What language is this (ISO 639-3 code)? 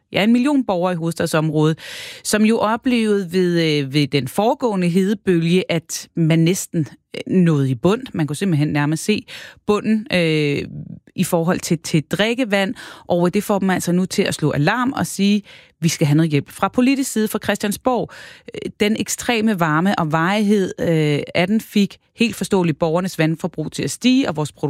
dan